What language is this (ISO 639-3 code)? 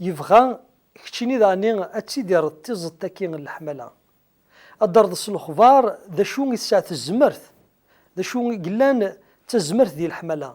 kab